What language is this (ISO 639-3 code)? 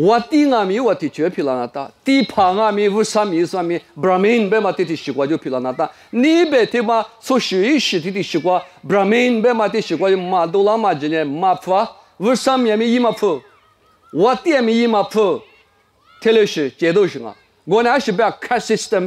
lis